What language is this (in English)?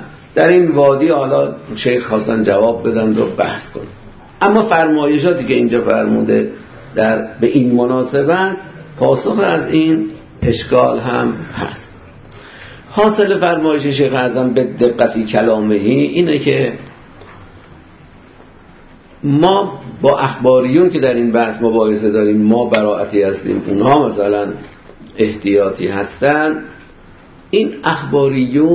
Persian